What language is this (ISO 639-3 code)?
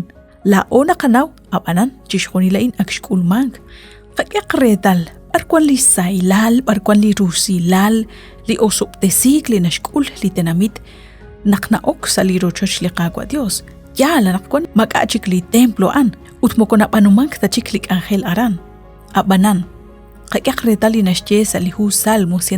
kek